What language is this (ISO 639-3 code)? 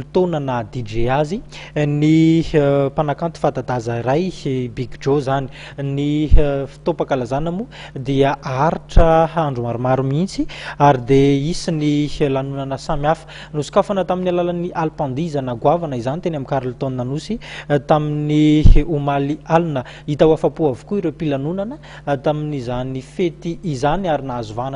mlg